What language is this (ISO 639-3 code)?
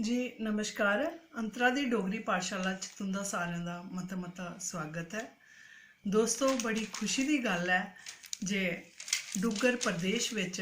doi